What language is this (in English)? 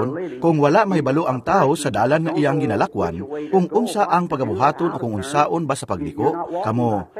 Cebuano